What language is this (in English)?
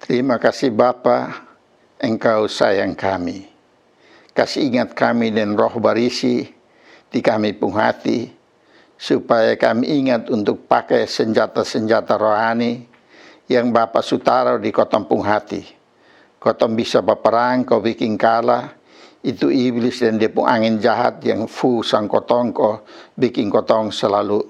Kupang Malay